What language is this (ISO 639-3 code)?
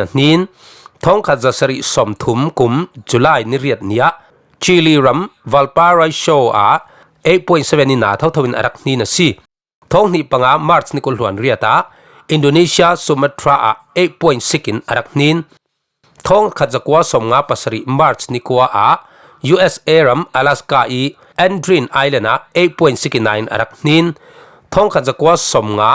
cfm